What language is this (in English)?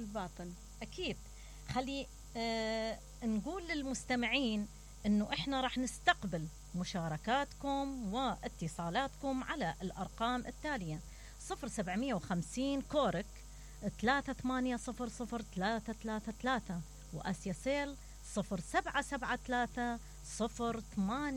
Mesopotamian Arabic